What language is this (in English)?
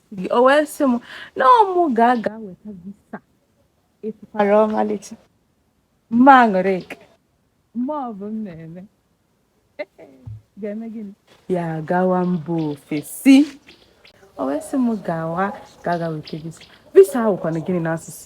Igbo